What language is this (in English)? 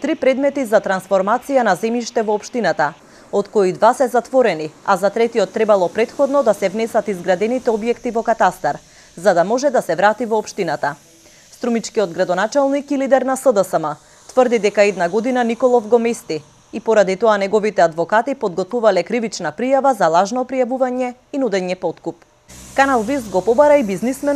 Macedonian